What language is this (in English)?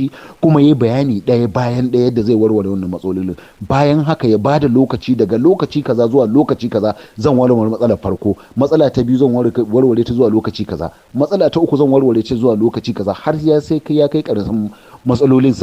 Hausa